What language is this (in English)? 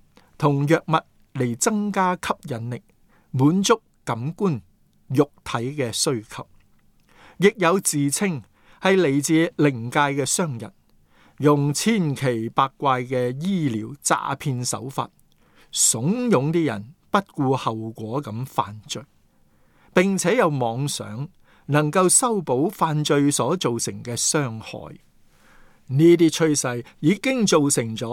Cantonese